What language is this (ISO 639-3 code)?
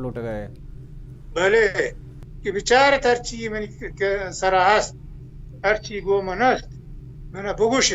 bal